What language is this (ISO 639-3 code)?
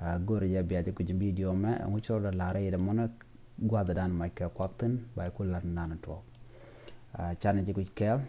nus